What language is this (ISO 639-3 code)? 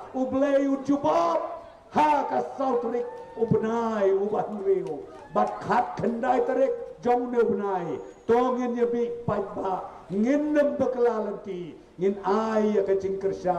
kha